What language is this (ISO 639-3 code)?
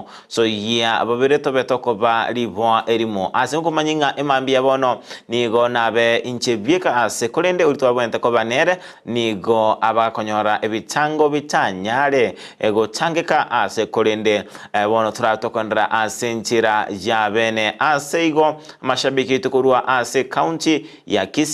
guz